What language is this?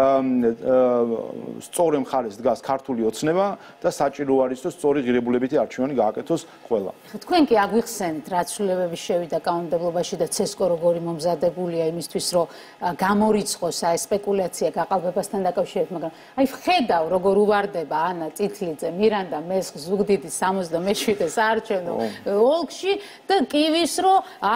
Georgian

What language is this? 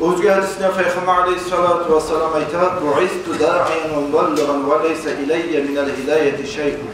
Kumyk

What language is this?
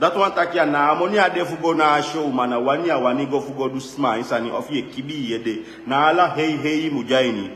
Sranan Tongo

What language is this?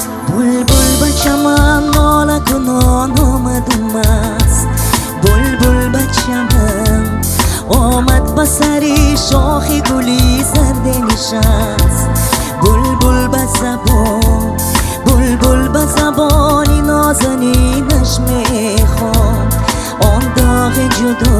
Tajik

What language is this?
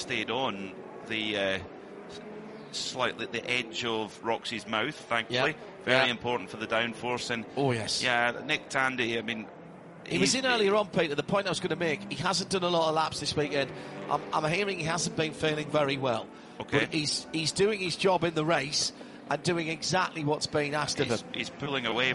English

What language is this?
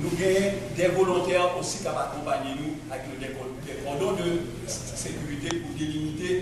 Haitian Creole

